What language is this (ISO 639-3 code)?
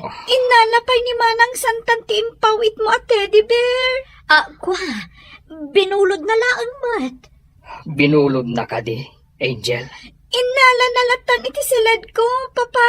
ilo